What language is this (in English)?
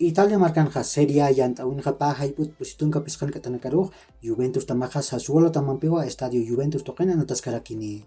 Aymara